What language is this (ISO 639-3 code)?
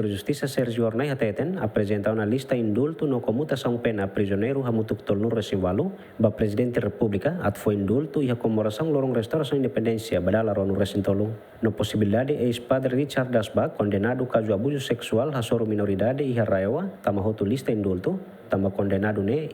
tet